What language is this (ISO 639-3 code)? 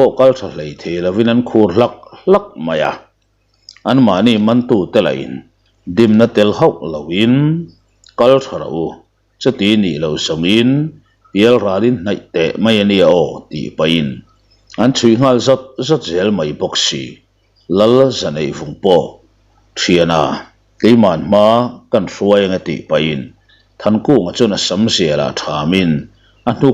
lus